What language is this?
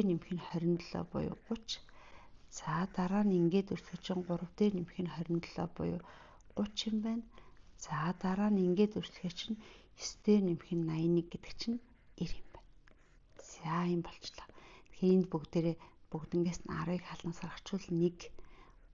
Mongolian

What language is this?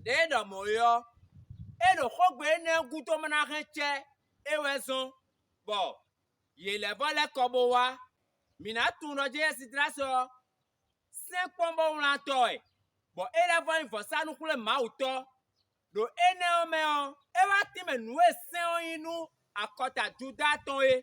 Fon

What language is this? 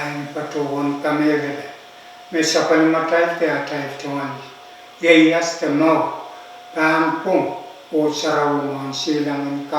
Pohnpeian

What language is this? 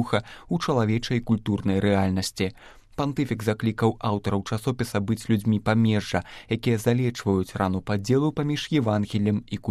Belarusian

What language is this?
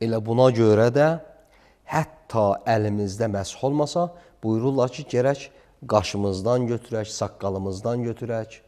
Azerbaijani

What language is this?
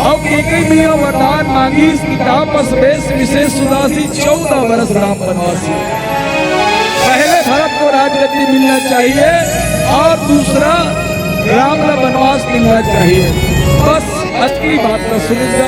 Chhattisgarhi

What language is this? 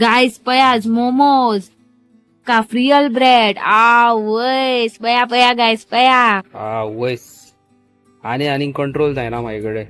Konkani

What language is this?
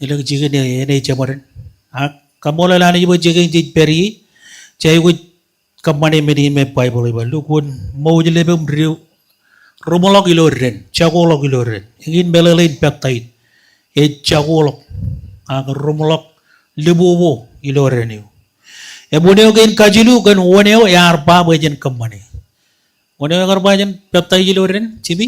Marshallese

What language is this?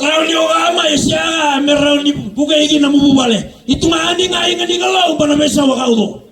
Fijian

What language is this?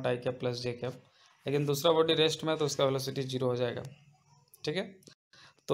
Hindi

